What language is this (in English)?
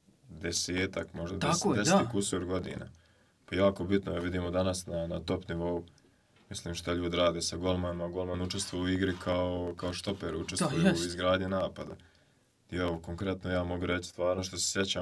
Bosnian